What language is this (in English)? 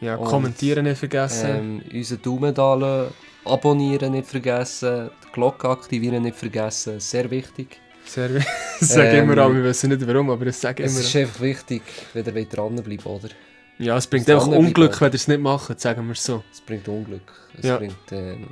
Swiss German